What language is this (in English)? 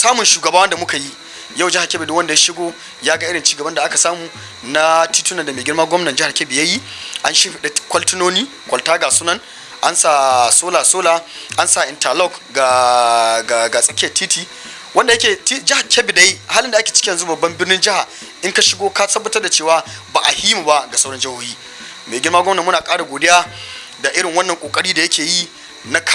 Hausa